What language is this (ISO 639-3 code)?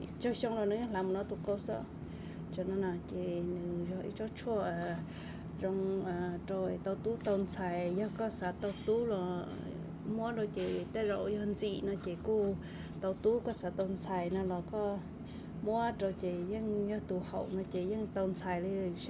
hmn